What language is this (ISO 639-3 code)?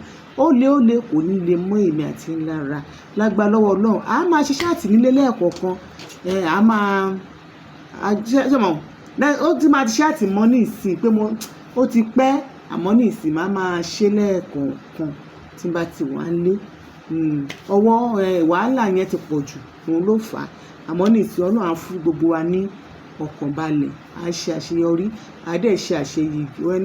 yor